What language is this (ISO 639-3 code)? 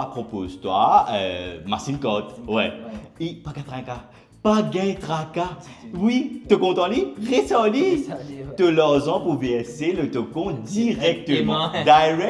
mfe